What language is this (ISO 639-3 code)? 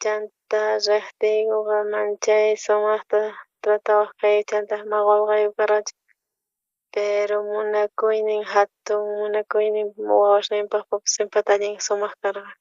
quh